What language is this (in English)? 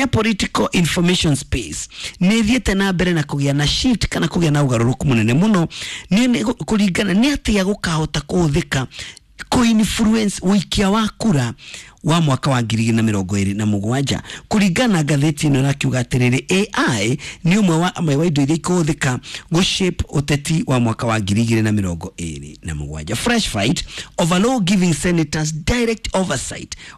Kikuyu